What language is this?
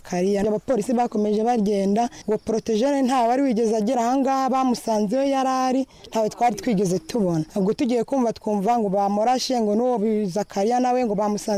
Kinyarwanda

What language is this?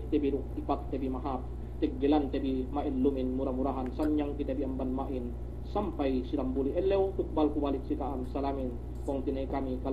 Yakan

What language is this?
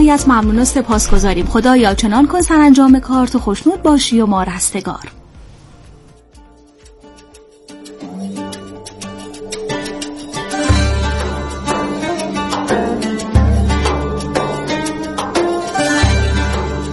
Persian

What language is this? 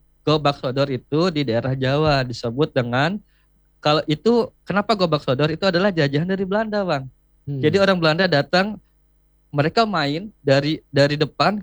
Indonesian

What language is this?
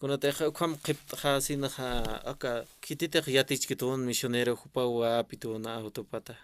Aymara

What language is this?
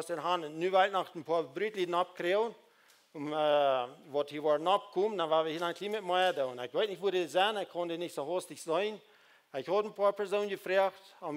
Plautdietsch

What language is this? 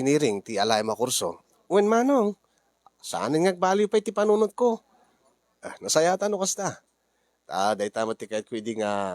Iloko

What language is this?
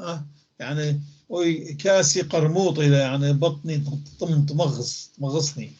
North Levantine Arabic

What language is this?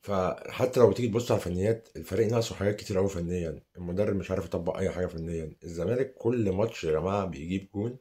Egyptian Arabic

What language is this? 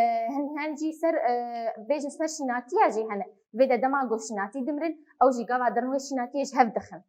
Kurdish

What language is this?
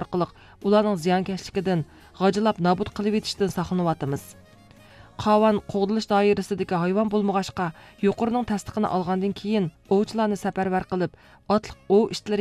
Uyghur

